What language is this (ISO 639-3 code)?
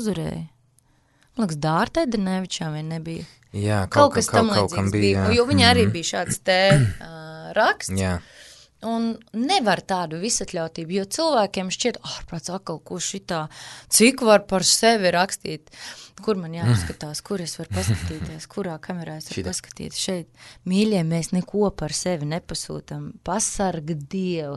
lav